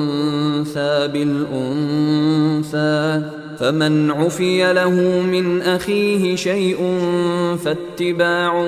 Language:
Arabic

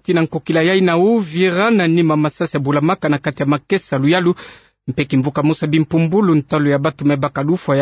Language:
Kituba (Democratic Republic of Congo)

